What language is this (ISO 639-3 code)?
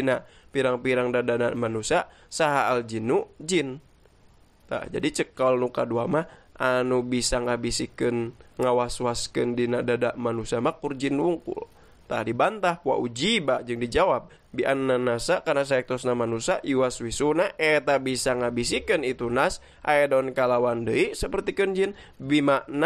sun